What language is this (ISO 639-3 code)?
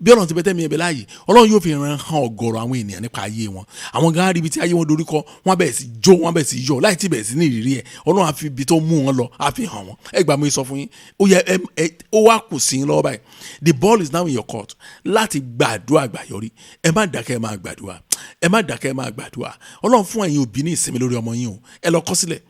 yor